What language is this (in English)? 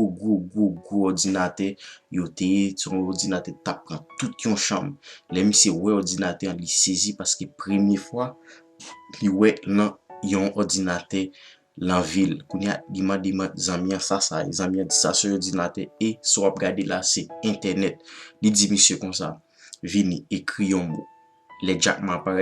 Haitian Creole